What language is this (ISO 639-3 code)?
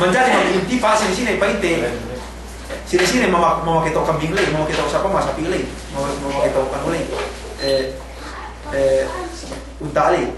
yka